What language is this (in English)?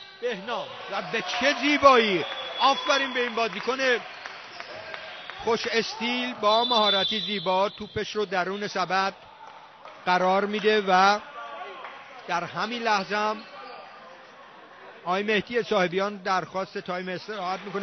Persian